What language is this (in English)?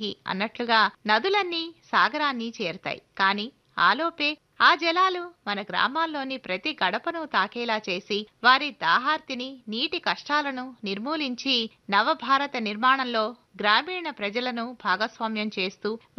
Telugu